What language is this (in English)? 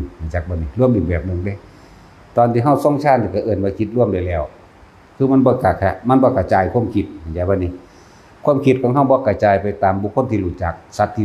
Northeastern Thai